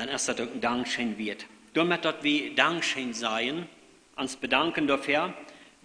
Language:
Plautdietsch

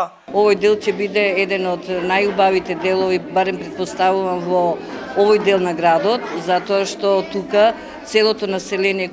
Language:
Macedonian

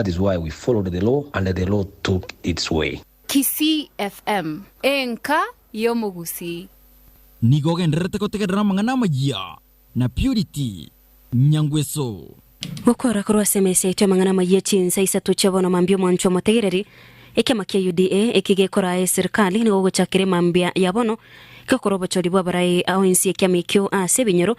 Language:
Gusii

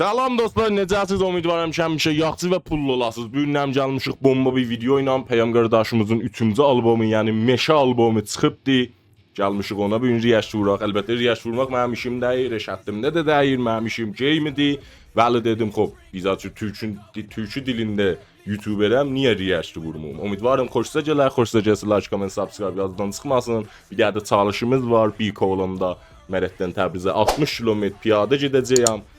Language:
South Azerbaijani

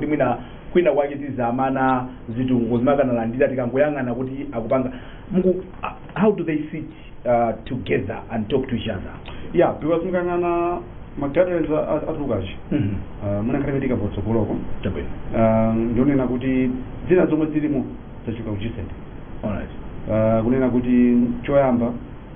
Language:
Nyanja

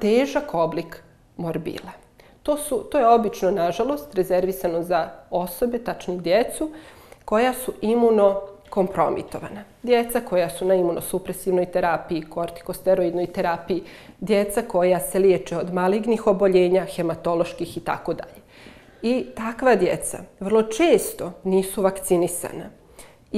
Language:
Bosnian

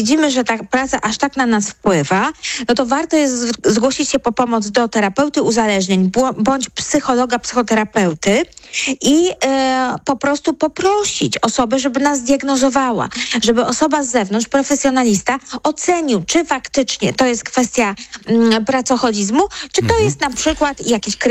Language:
Polish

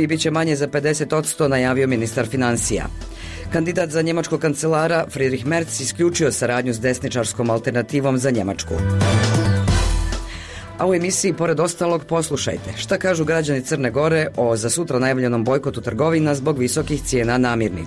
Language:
Bosnian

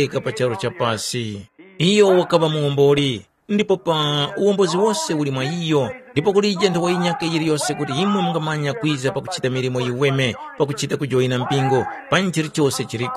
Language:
Tumbuka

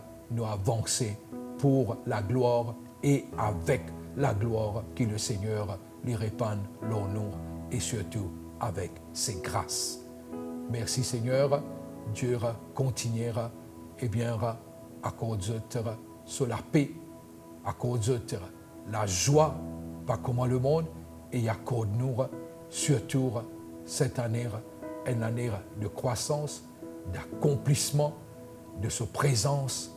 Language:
Morisyen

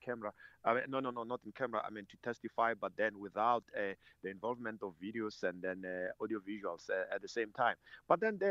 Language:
English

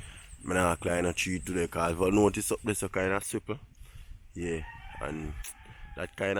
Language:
Jamaican Creole English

